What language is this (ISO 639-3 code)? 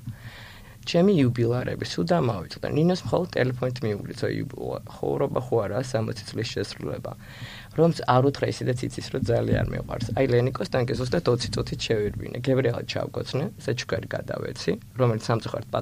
kat